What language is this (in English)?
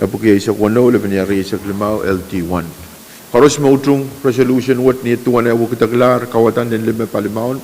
Pohnpeian